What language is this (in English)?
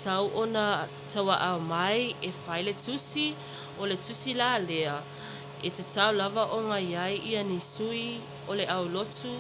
Samoan